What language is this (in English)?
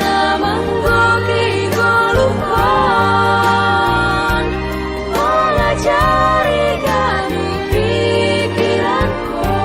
Batak Simalungun